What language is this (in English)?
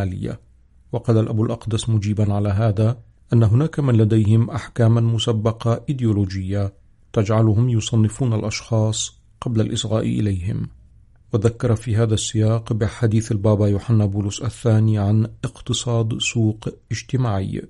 Arabic